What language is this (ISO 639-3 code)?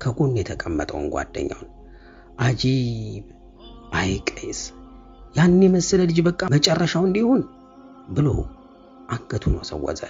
amh